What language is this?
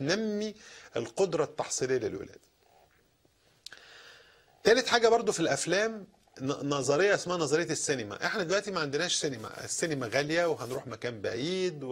Egyptian Arabic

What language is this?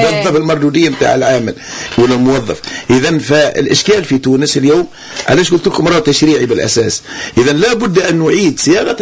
Tunisian Arabic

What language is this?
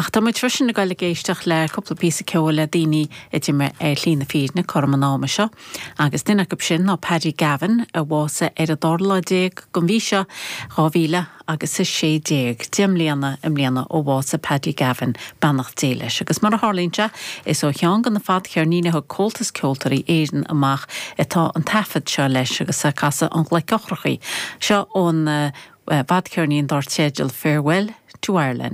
Irish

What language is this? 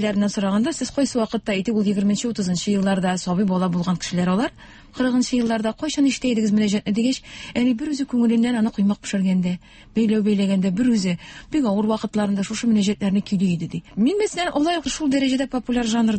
Tatar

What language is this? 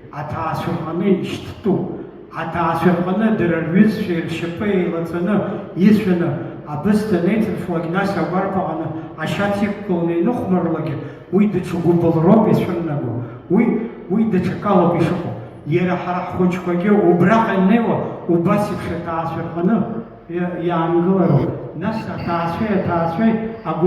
Abkhazian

